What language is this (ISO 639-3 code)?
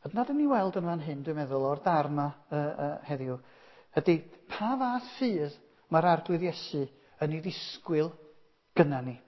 cym